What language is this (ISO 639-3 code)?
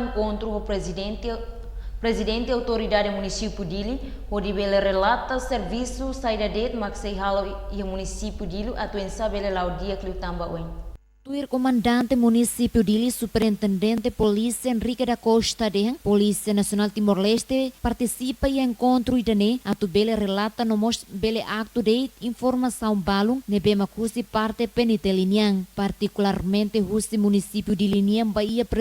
tet